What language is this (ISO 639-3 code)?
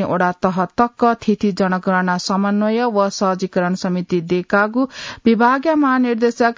new